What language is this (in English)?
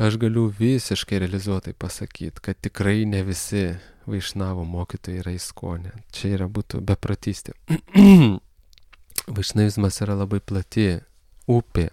Lithuanian